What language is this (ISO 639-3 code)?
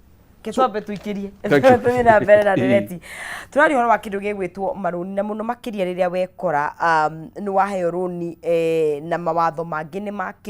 kik